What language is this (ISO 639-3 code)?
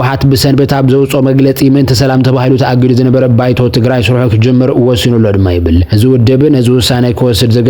tir